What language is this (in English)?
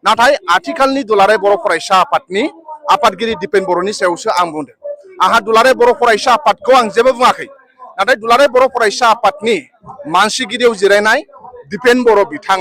Bodo